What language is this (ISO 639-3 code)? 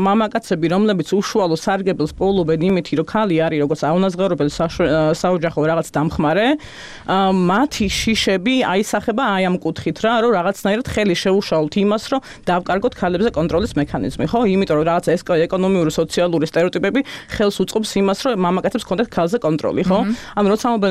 kat